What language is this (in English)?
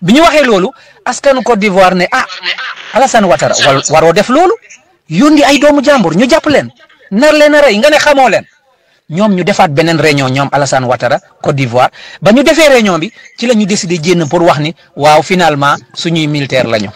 Wolof